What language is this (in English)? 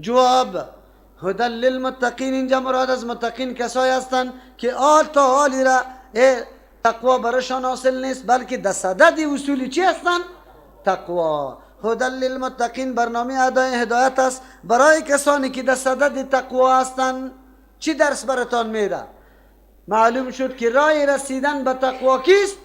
Persian